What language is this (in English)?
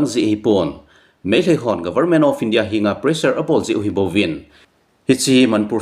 Thado Chin